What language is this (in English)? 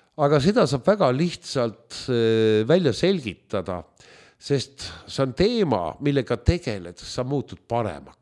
Estonian